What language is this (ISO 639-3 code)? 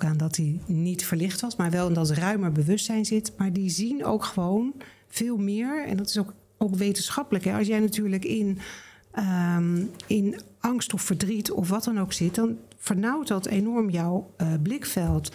nld